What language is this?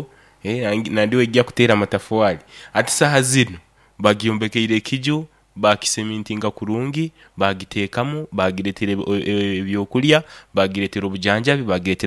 Nyoro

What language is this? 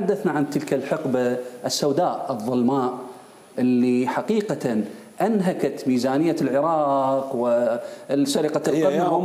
Mesopotamian Arabic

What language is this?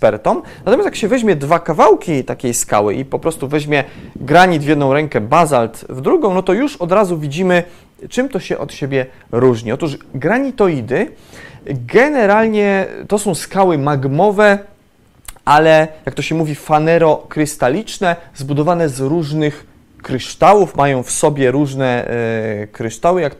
Polish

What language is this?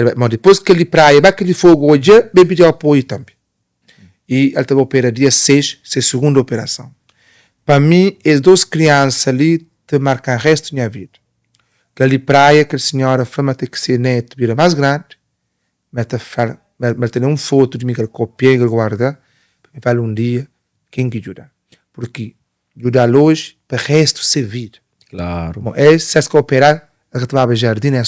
Kabuverdianu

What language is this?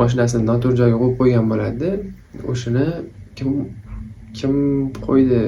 Uzbek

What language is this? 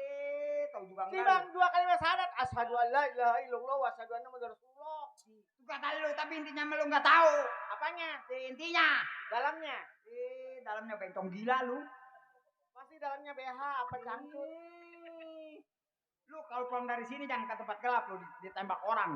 Betawi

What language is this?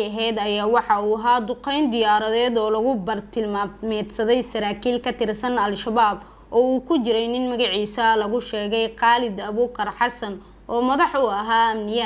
Somali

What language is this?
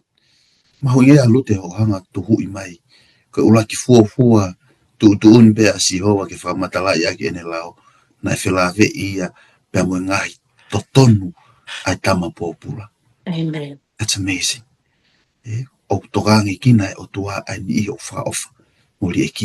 Tongan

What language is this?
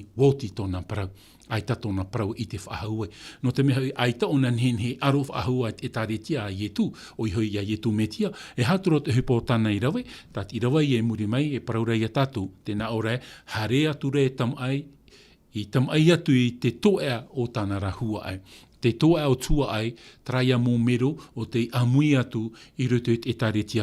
Tahitian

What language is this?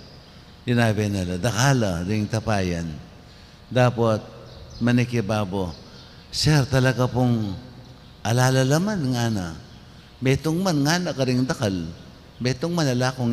Pampanga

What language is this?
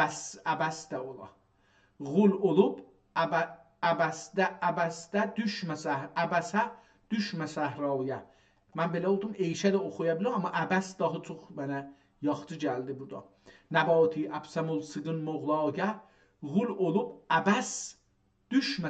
South Azerbaijani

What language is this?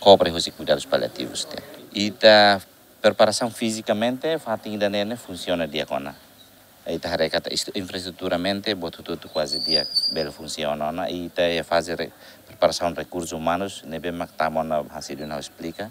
Tetum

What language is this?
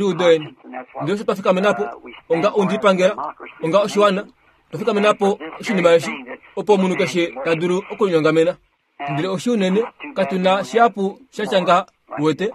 Kuanyama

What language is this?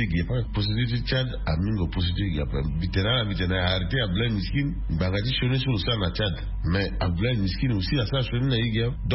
Sango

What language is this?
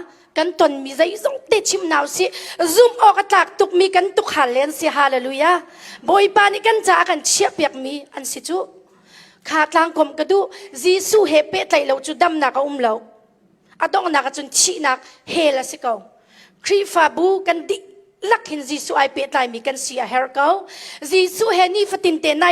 Hakha Chin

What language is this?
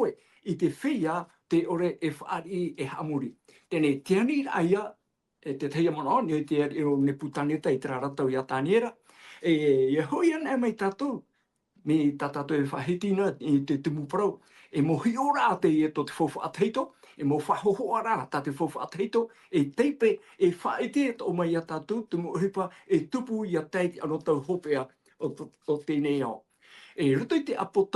Tahitian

